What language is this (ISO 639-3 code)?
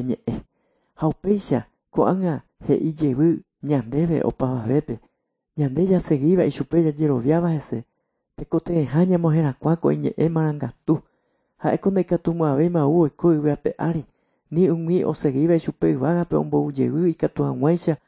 grn